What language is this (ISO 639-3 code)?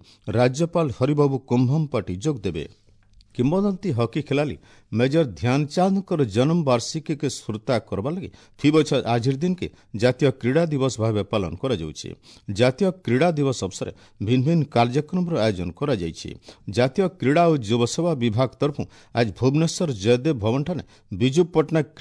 ori